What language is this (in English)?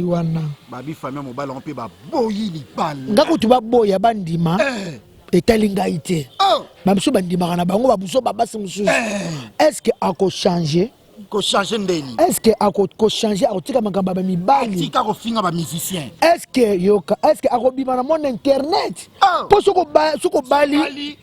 Lingala